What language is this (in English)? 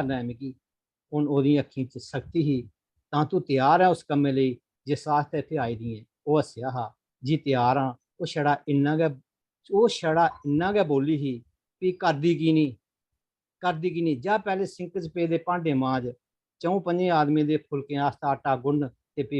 Dogri